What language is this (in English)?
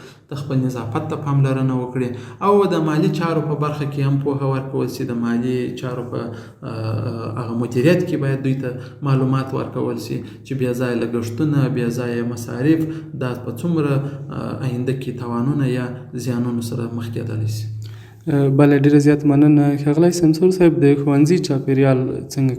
Pashto